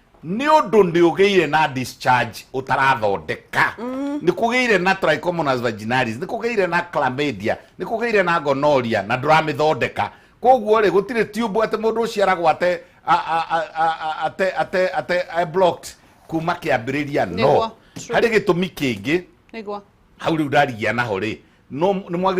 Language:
Kikuyu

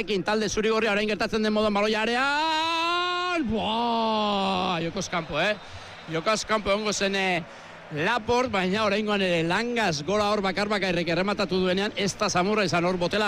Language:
Basque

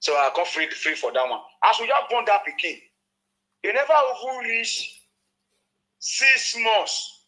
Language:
Nigerian Pidgin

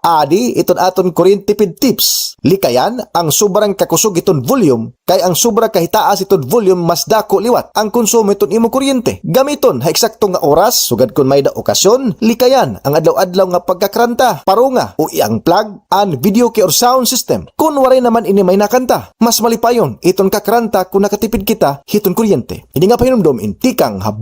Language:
Waray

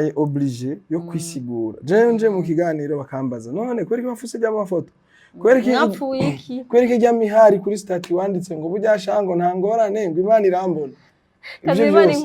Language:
Rundi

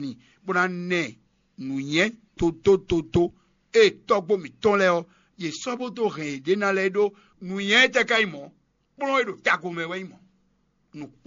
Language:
Fon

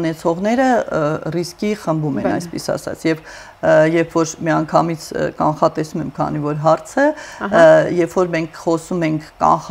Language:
Armenian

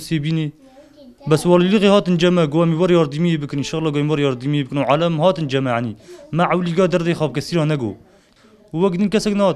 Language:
Kurdish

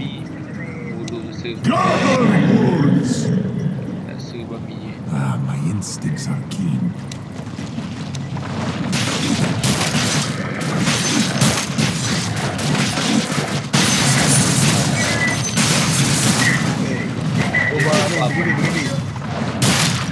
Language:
Malay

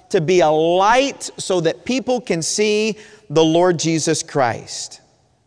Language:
English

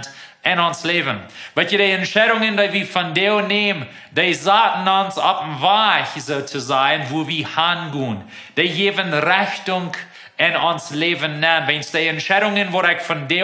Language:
Plautdietsch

